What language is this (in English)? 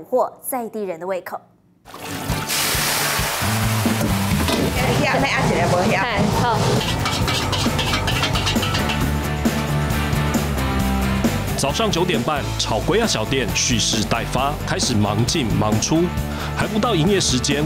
Chinese